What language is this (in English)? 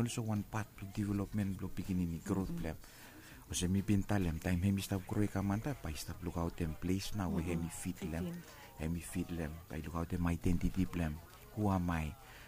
Bislama